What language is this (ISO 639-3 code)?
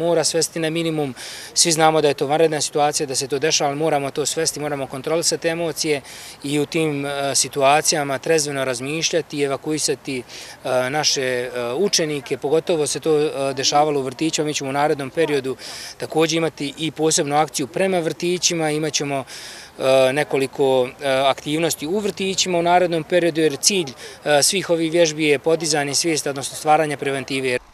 bos